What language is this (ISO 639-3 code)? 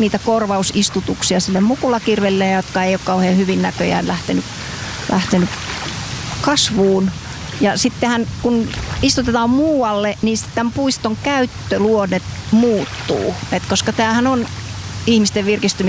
fin